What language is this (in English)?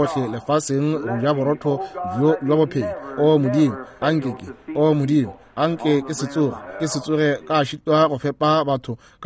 Northern Sotho